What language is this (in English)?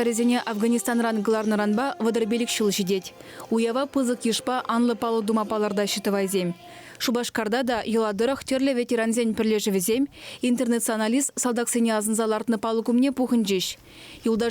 Chuvash